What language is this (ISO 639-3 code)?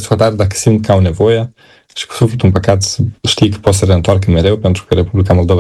ron